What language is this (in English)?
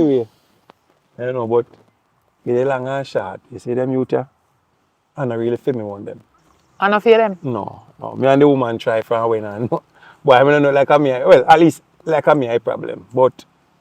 Jamaican Creole English